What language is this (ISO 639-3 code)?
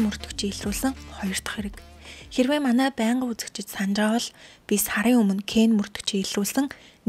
mon